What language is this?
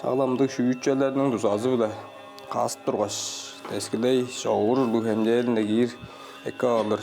Tuvinian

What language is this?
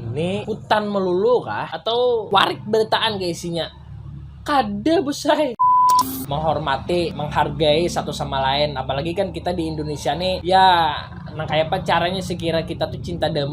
Banjar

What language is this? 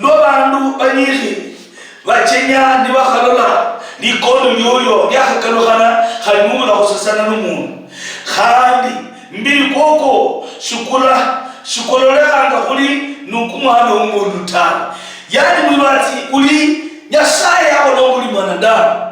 Luyia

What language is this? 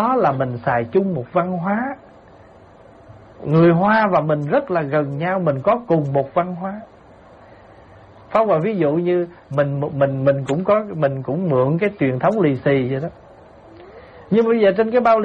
Vietnamese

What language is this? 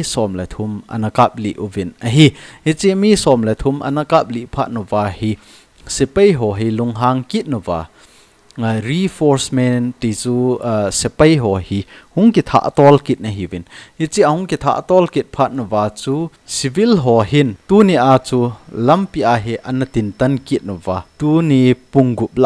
Thado Chin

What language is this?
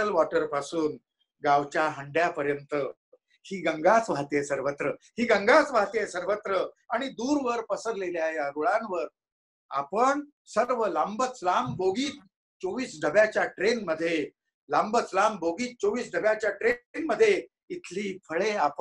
Marathi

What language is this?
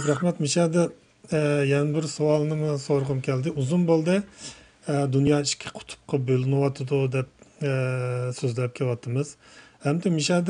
Uyghur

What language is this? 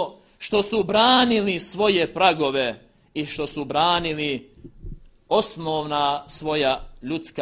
Bosnian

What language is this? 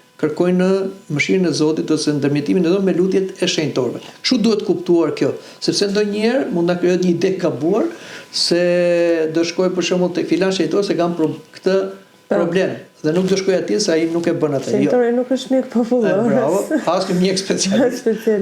Albanian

